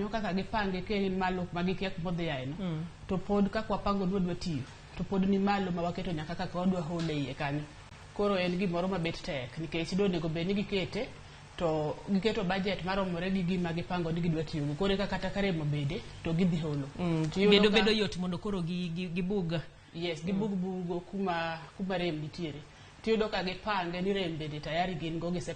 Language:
Luo (Kenya and Tanzania)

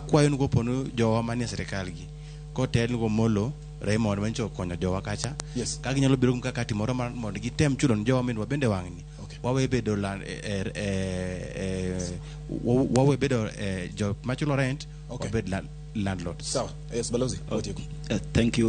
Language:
Luo (Kenya and Tanzania)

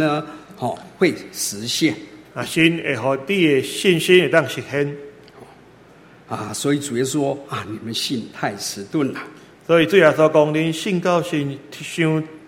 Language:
Chinese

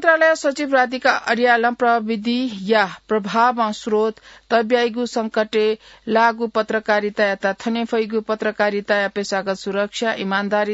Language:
Newari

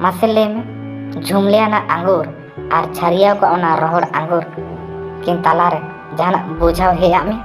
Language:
Santali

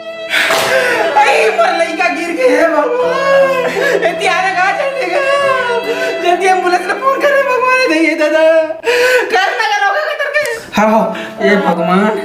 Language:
Chhattisgarhi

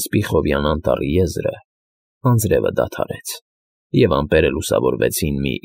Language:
Armenian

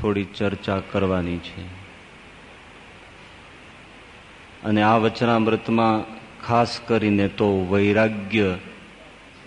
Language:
Gujarati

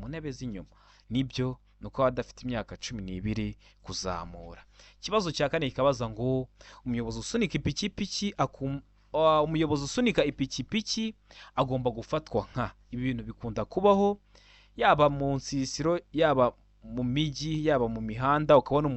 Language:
Kinyarwanda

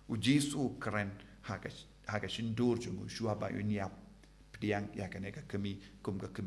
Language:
Khasi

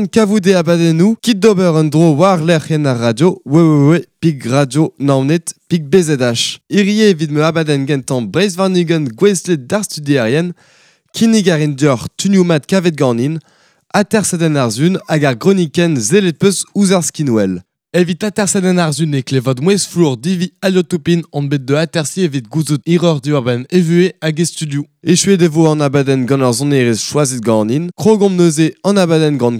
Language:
Breton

